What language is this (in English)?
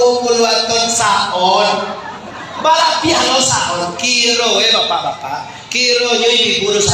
Minangkabau